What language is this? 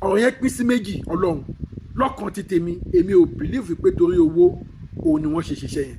Yoruba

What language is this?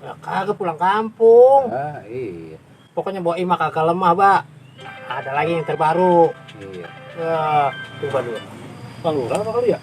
Betawi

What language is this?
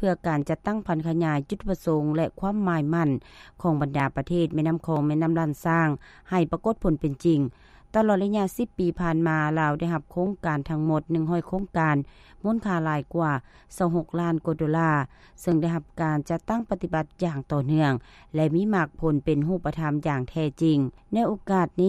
Lao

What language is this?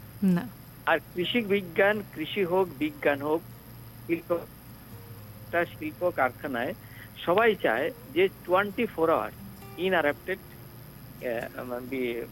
Bangla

